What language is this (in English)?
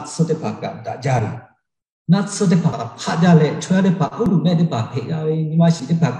Lahu